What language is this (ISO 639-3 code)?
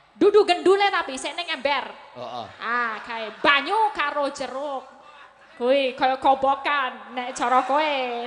jav